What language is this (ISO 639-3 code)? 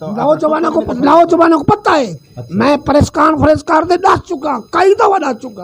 skr